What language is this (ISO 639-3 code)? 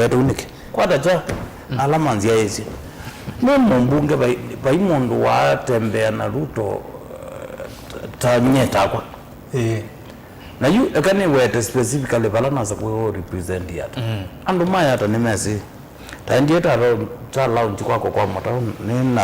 kam